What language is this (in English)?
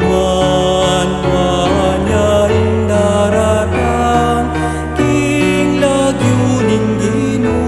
Pampanga